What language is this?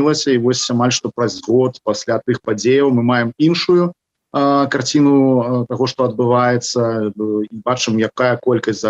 Belarusian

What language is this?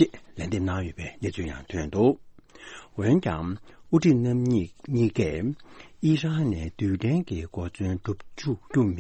Tibetan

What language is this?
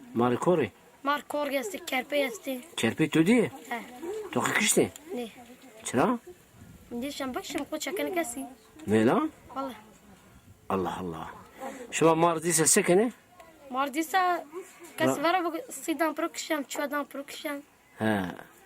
Zaza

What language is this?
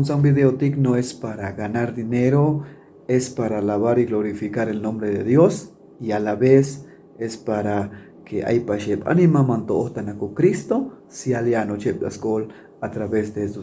Chuj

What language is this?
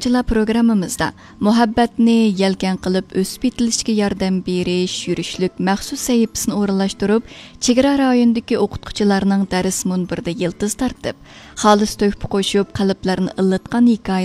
Uyghur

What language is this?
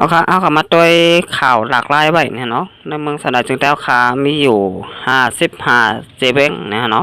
Shan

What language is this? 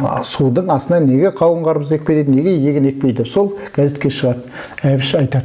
Kazakh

